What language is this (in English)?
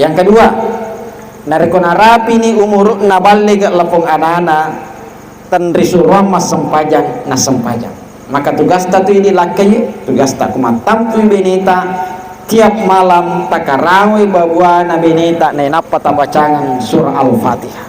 Buginese